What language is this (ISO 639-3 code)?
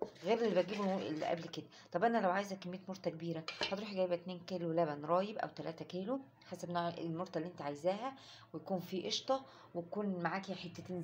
arz